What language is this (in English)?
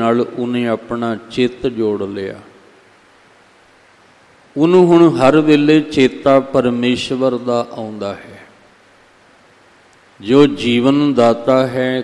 Punjabi